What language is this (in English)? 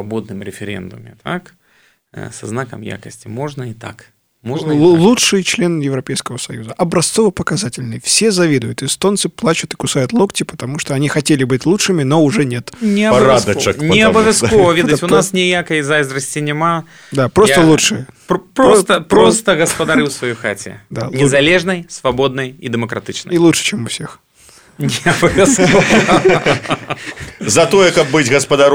Belarusian